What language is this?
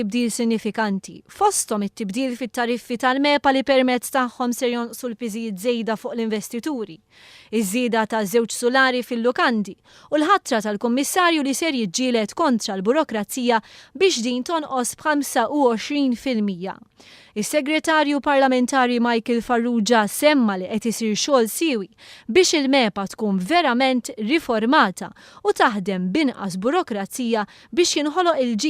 Maltese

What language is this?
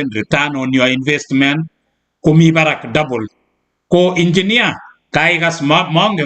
Kalenjin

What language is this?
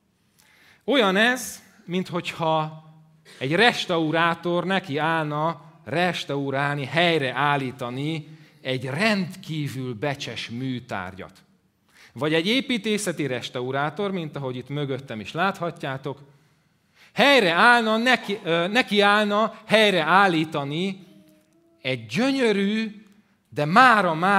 Hungarian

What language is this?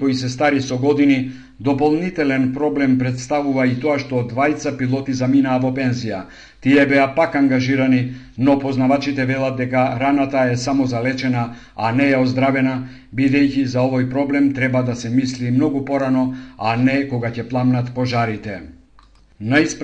Macedonian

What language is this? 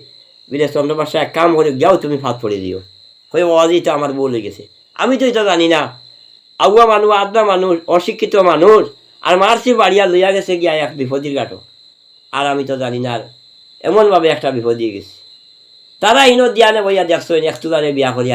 Sylheti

